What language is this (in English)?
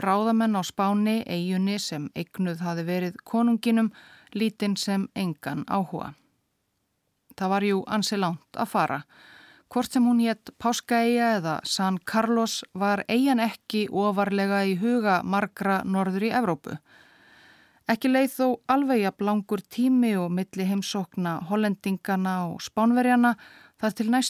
Icelandic